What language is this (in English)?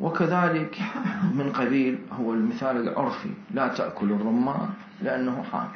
Mesopotamian Arabic